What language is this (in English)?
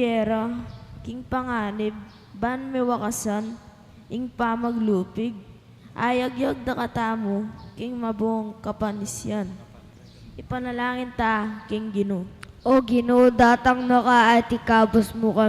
Pampanga